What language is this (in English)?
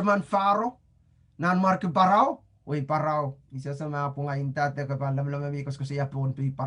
Pohnpeian